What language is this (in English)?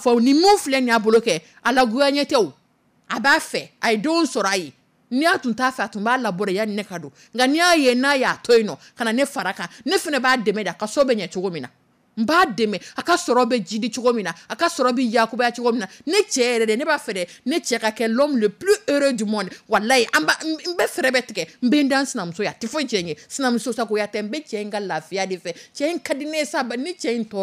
Dyula